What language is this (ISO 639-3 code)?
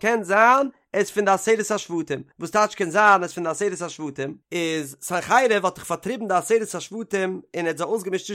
yid